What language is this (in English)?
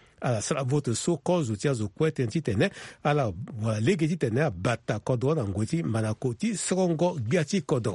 Sango